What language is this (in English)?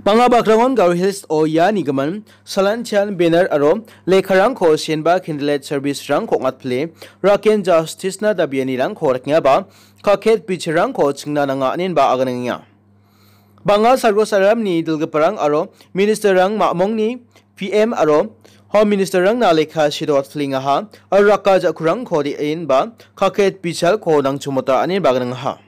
Garo